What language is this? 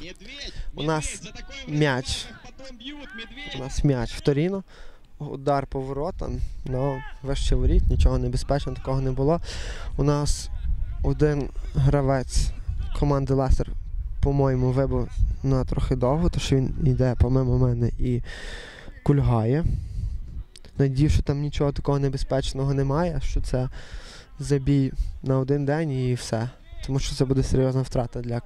Ukrainian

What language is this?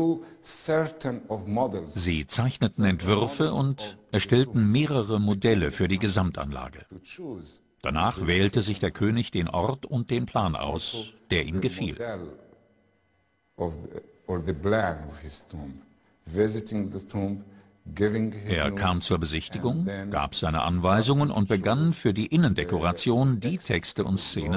German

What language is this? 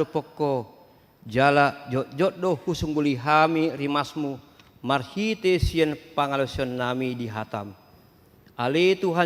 Batak Toba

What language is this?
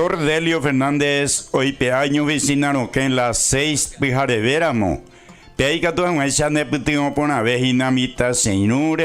Guarani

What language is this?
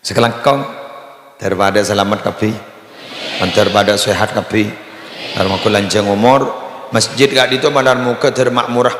Madurese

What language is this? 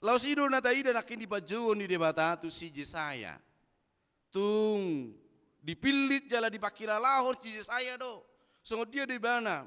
Batak Toba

